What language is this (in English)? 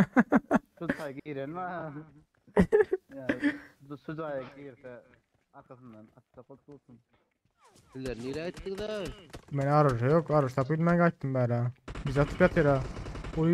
Turkmen